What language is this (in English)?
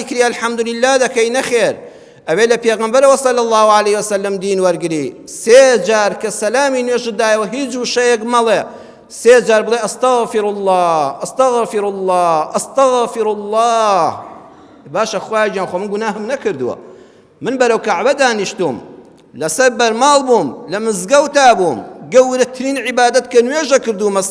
Central Kurdish